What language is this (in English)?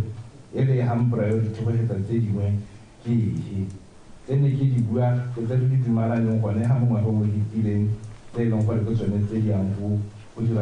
Tswana